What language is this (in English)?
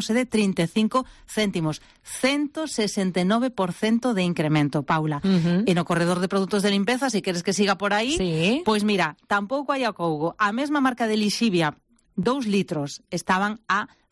Galician